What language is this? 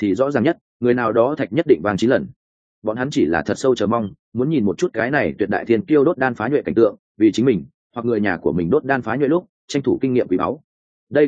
Vietnamese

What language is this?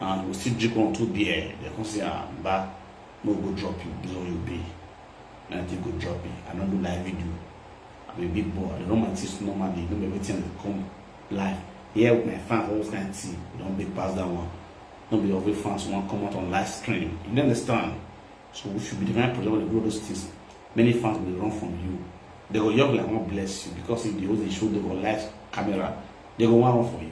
Nigerian Pidgin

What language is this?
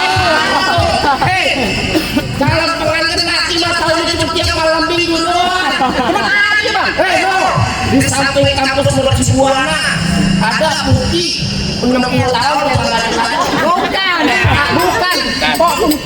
Betawi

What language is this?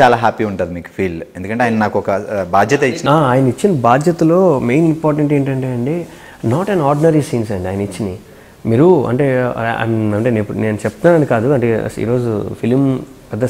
Telugu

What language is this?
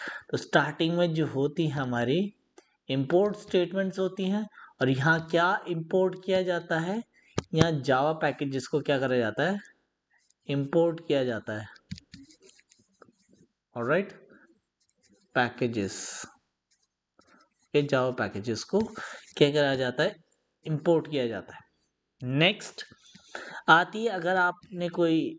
Hindi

